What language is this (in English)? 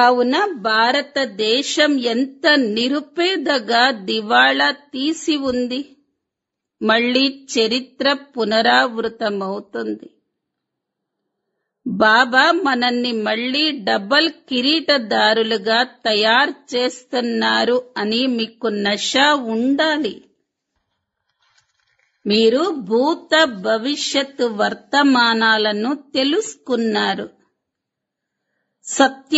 Telugu